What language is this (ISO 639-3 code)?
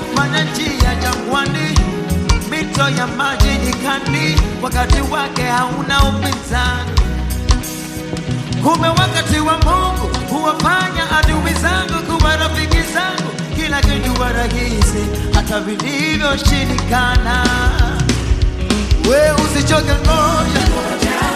swa